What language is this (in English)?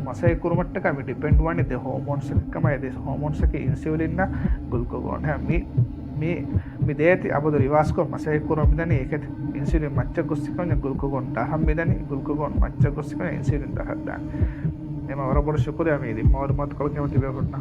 Divehi